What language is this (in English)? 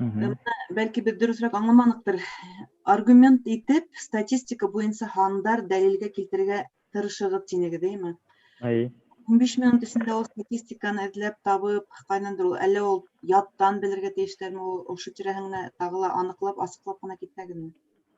Bashkir